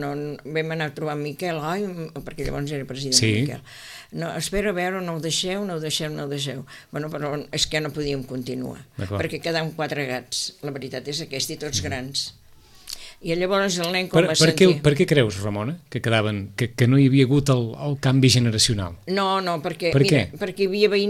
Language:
Catalan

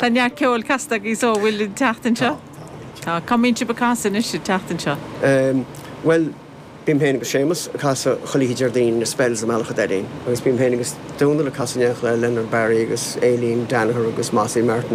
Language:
Irish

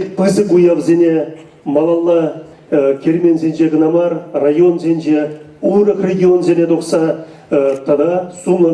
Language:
Chuvash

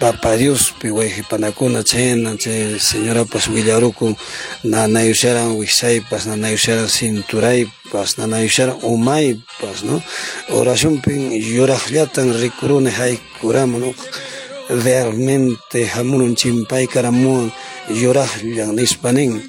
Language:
Quechua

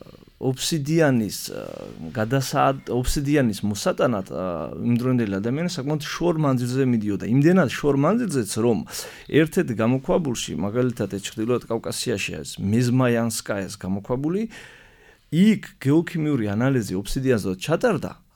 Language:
Georgian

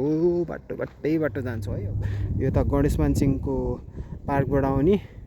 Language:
Nepali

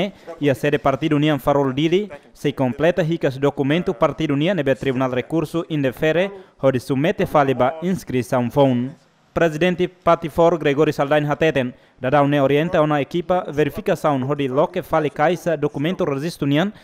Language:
Tetum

